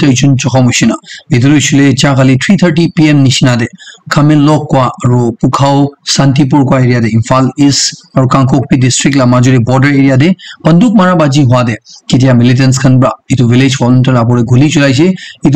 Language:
Naga Pidgin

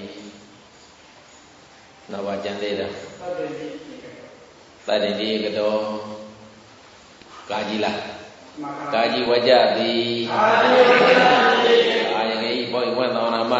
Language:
Burmese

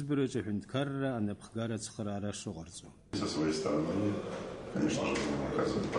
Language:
Abkhazian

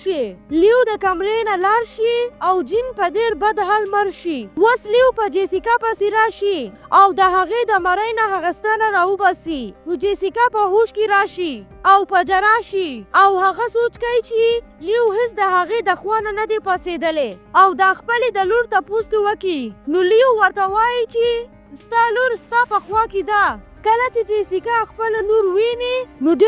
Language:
Pashto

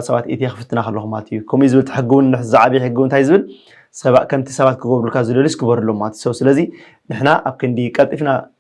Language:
Tigrinya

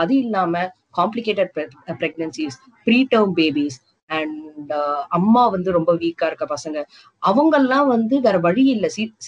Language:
Tamil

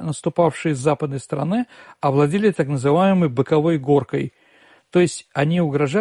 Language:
Russian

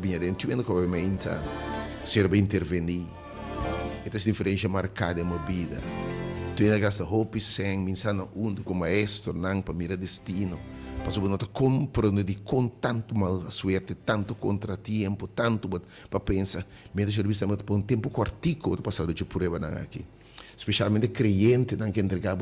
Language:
Papiamento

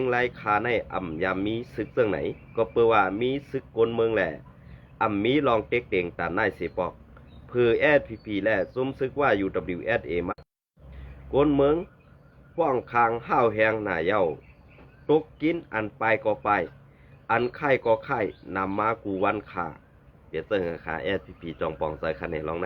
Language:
Shan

